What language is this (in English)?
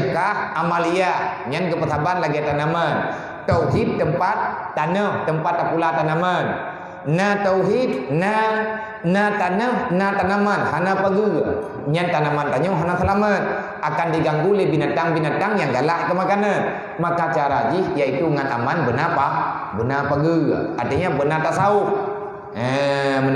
Achinese